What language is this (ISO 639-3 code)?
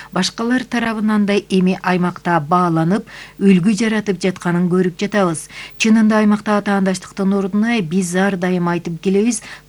kir